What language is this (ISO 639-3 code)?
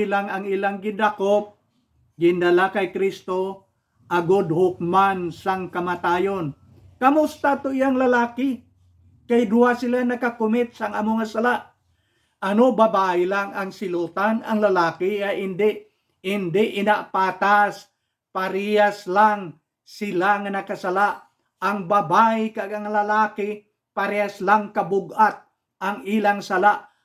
hil